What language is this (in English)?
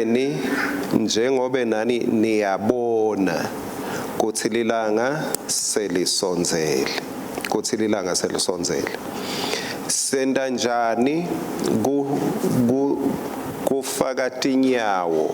Swati